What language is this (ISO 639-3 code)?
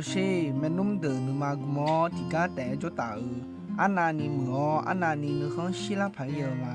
ahk